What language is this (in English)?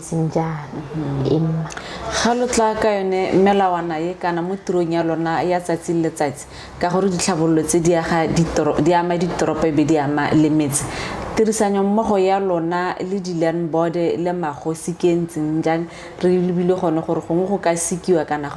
Tswana